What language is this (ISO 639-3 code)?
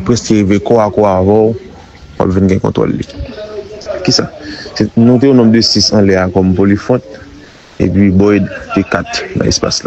hat